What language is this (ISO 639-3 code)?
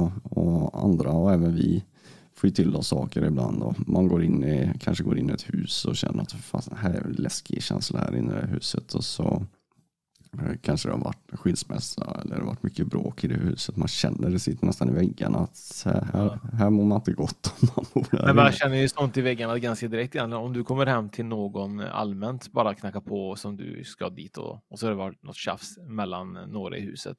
swe